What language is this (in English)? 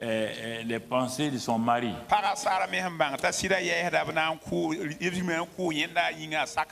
French